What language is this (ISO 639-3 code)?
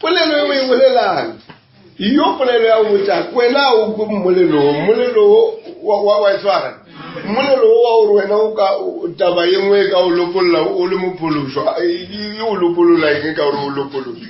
nso